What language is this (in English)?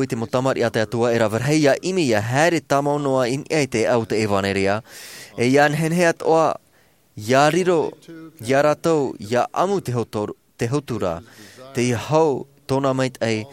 Tahitian